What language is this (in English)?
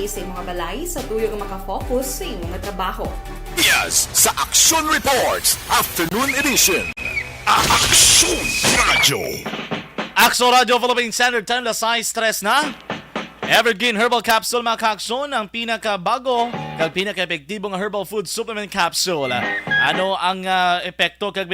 Hiligaynon